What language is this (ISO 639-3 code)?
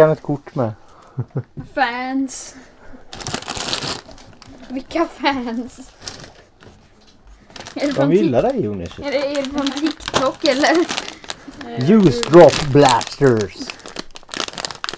swe